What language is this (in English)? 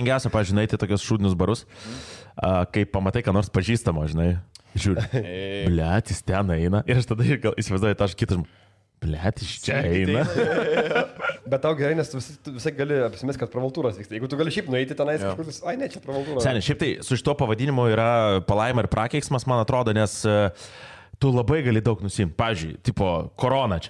Lithuanian